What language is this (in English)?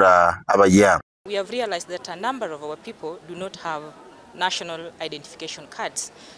Gusii